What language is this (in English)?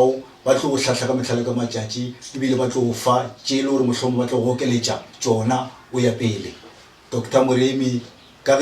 Northern Sotho